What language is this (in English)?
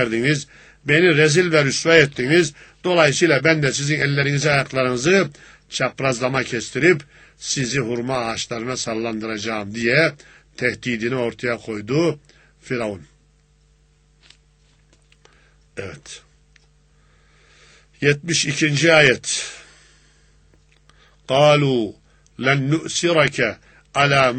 Turkish